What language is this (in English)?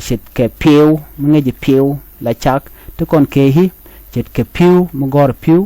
Nuer